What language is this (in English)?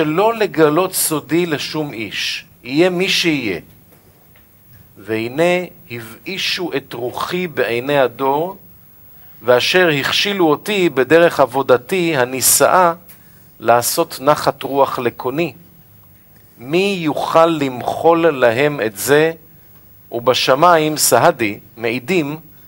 Hebrew